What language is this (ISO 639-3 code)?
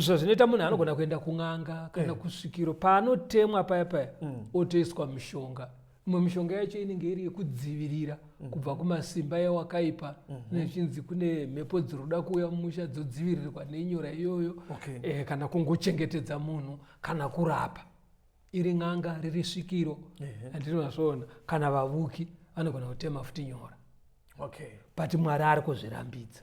sna